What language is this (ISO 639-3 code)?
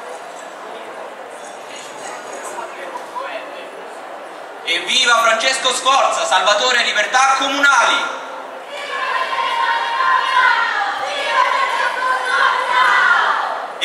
ita